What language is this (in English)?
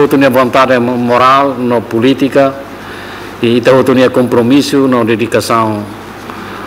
Tetum